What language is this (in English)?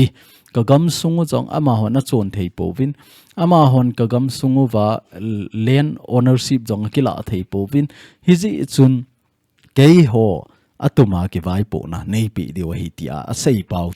Thado Chin